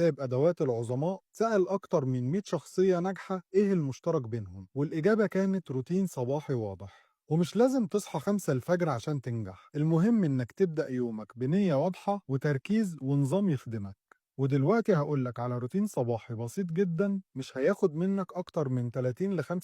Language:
Egyptian Arabic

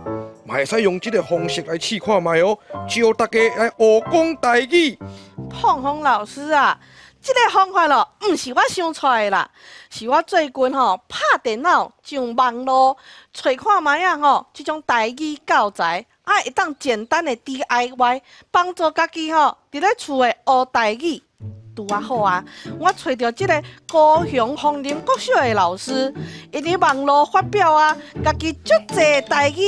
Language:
Min Nan Chinese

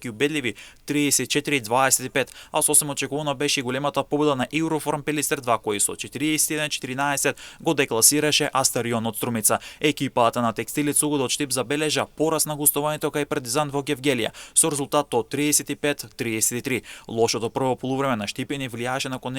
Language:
Macedonian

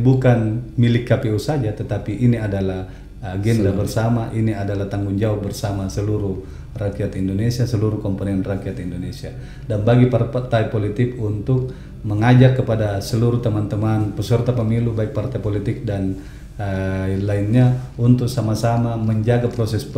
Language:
Indonesian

